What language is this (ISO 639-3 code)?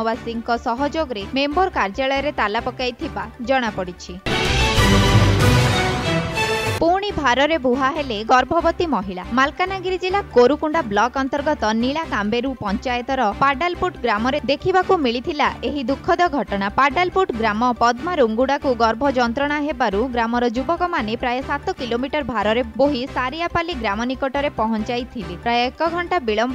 ori